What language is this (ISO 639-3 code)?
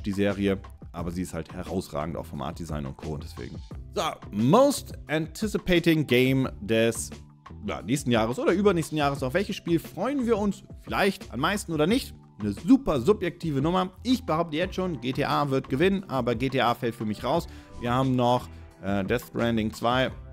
deu